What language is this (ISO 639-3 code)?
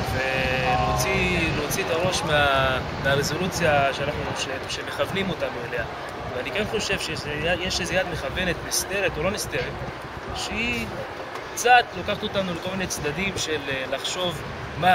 heb